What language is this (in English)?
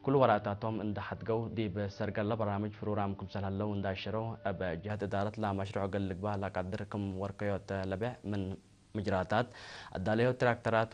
Tigre